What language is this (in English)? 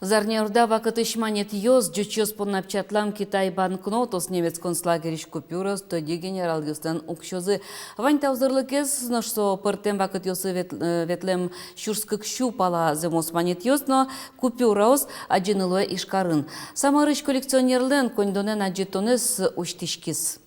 Udmurt